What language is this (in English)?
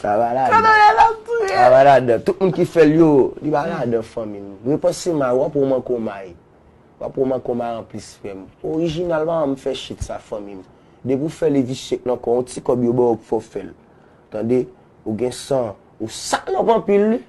Haitian Creole